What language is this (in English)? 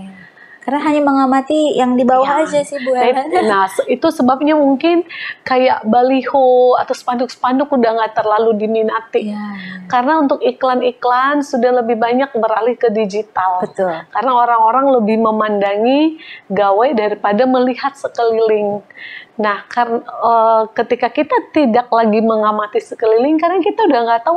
Indonesian